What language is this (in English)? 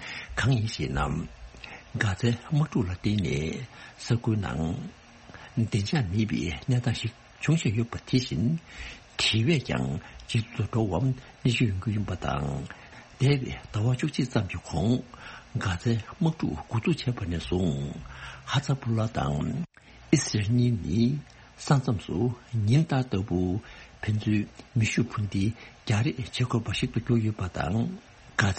Tibetan